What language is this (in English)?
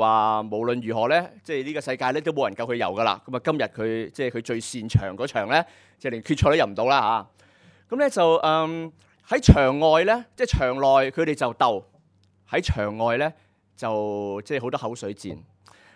Cantonese